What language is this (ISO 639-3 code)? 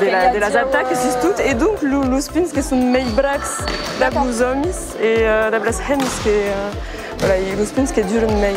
oci